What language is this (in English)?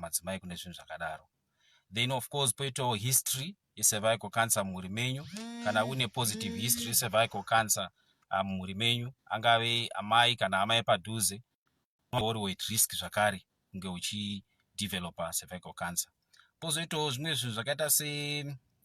Shona